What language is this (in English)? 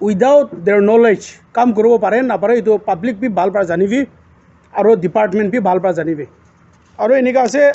Naga Pidgin